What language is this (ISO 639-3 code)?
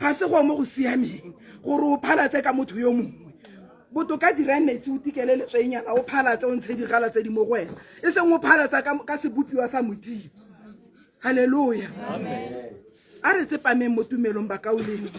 tsn